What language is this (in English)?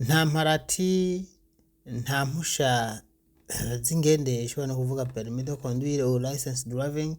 Rundi